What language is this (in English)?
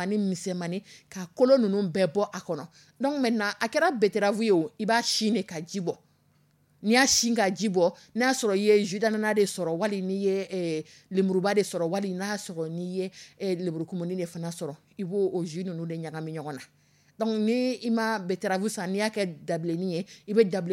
Dyula